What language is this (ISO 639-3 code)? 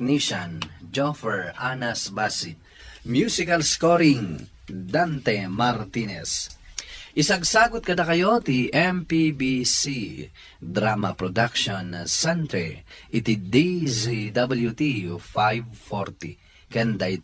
ilo